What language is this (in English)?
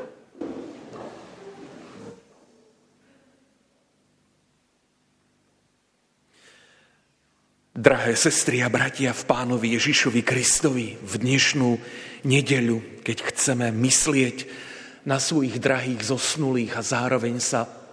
Slovak